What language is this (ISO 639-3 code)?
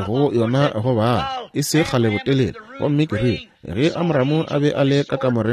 nso